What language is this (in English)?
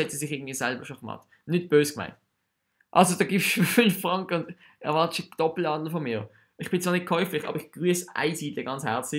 Swiss German